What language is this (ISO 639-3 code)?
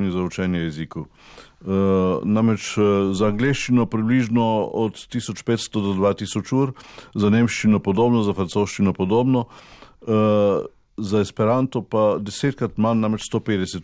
slv